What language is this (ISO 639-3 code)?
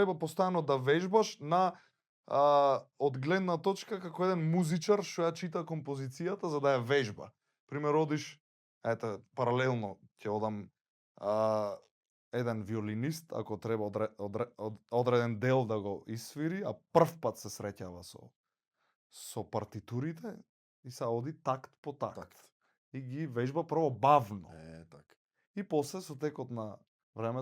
mkd